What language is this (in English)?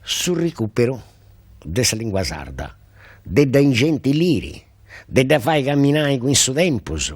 Sardinian